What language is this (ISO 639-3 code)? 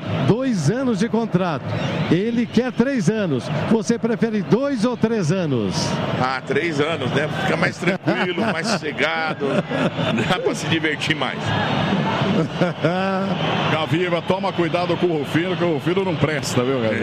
por